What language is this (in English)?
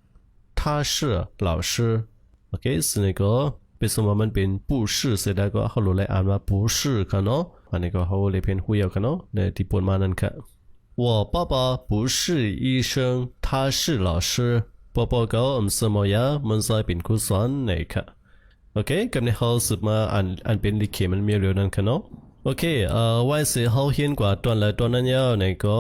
Shan